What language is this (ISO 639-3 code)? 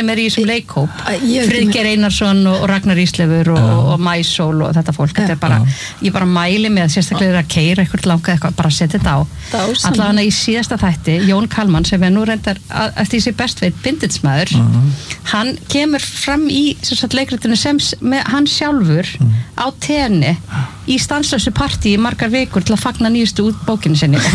isl